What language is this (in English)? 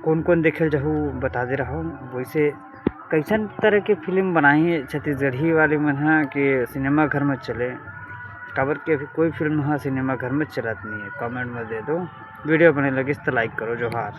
Chhattisgarhi